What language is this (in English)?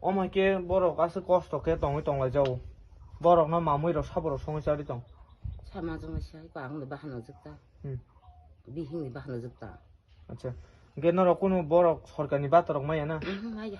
Kok Borok